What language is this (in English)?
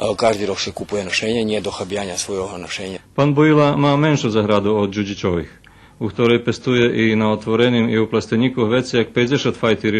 Rusyn